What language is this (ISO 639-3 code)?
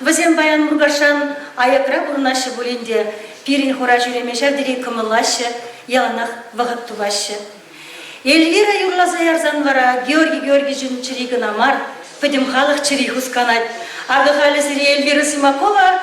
chv